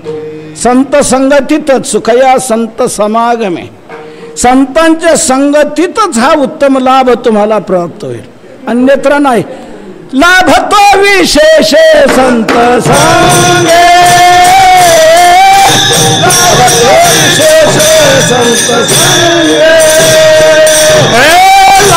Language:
Marathi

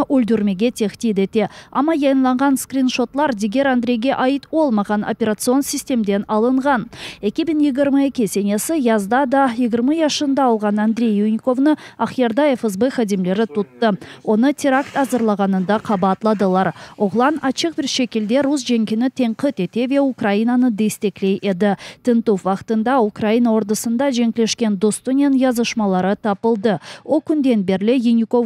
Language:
Crimean Tatar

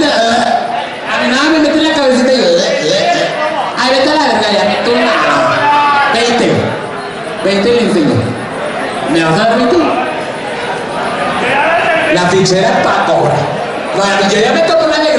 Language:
Spanish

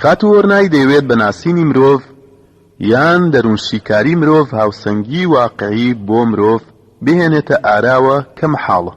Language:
Central Kurdish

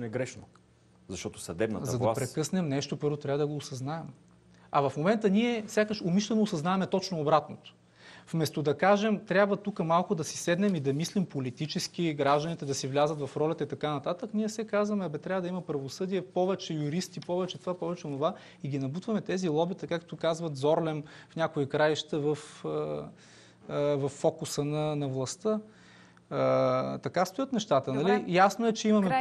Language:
Bulgarian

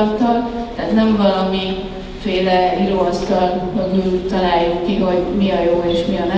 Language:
Hungarian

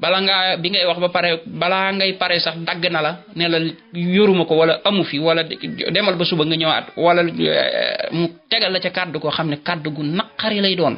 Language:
Wolof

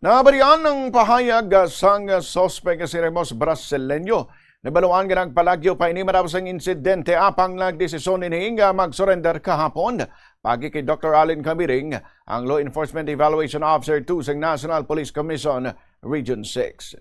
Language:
Hiligaynon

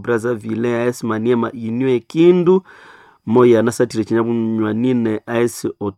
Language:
Nande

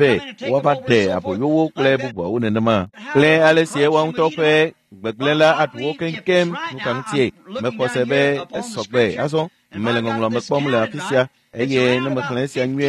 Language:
Ewe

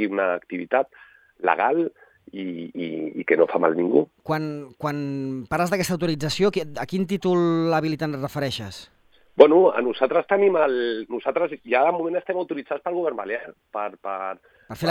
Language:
Catalan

